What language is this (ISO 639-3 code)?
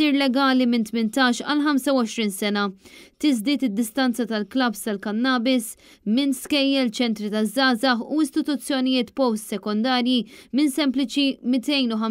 mlt